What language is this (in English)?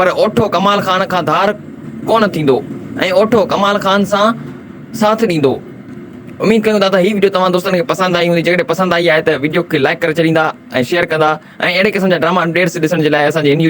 Sindhi